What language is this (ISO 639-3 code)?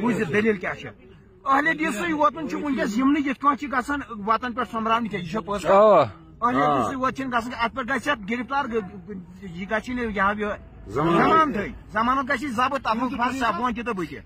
kas